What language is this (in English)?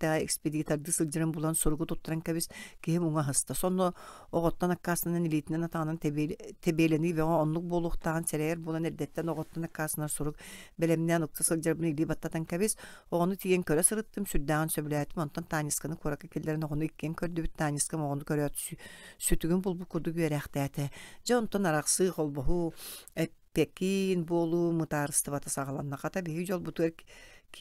Yakut